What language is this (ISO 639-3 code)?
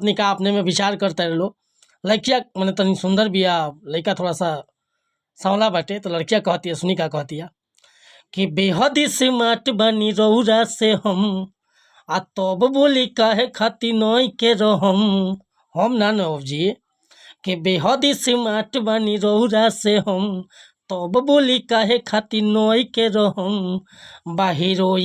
bho